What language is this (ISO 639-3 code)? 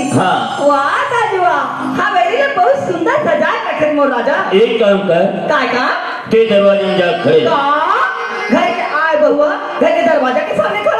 hne